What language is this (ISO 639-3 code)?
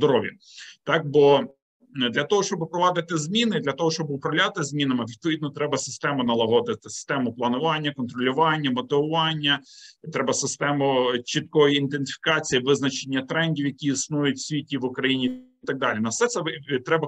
ukr